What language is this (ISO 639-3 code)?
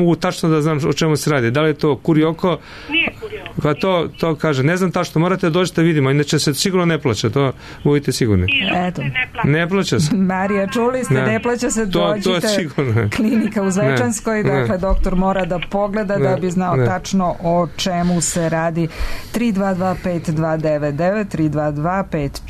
srp